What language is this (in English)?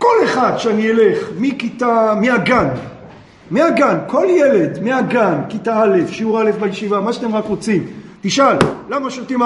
Hebrew